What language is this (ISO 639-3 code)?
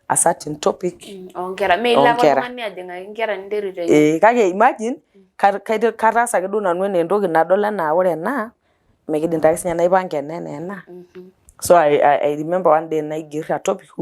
mas